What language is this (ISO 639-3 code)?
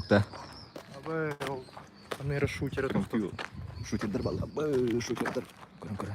sah